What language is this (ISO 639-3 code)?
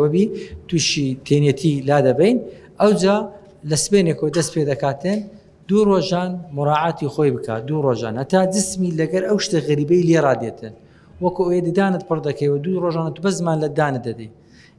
ckb